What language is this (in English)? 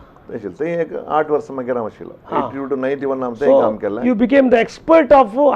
Konkani